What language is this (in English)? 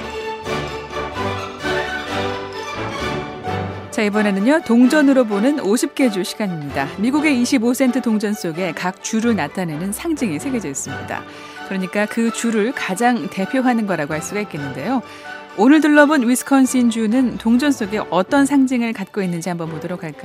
Korean